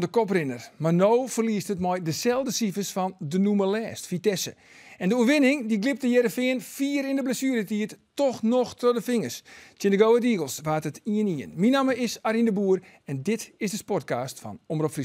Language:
Western Frisian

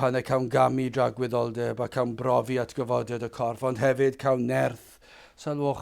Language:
Welsh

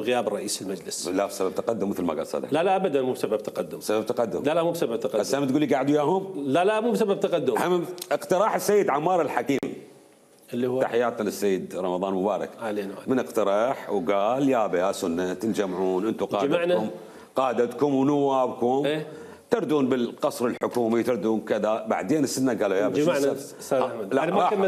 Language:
Mesopotamian Arabic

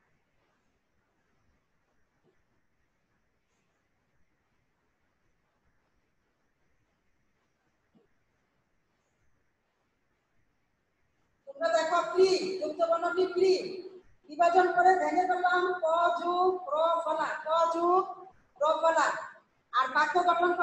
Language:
Bangla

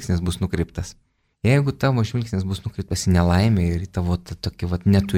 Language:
Lithuanian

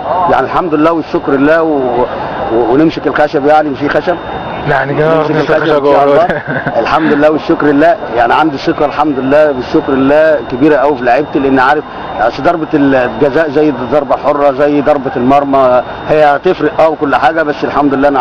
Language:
Egyptian Arabic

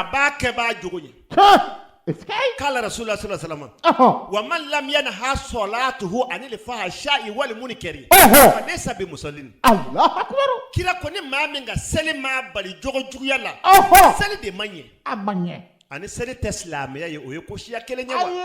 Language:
Bambara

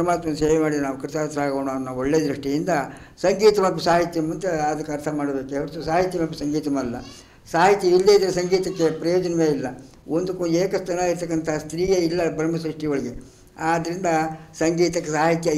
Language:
Kannada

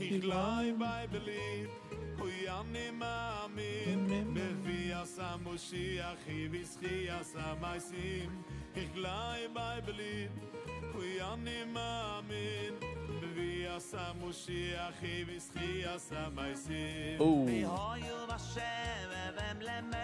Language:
Yiddish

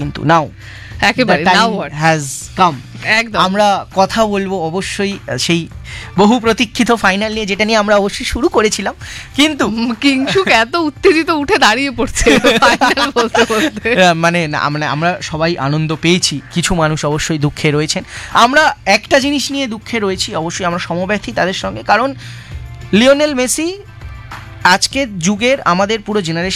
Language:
Bangla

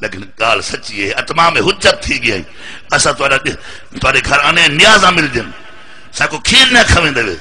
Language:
Saraiki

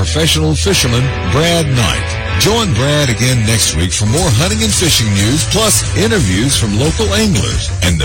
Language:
English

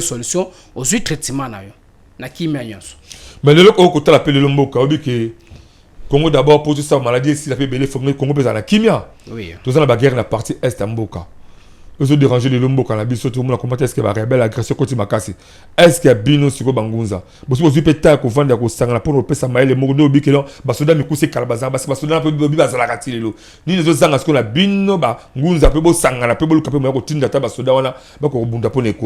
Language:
Lingala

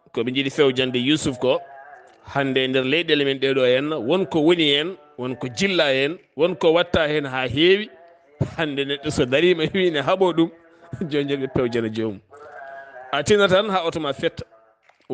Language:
Fula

